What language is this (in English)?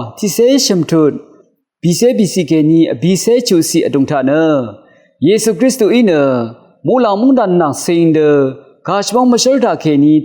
Rawang